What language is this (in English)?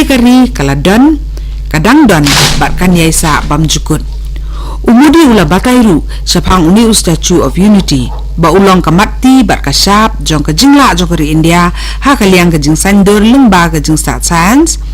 Khasi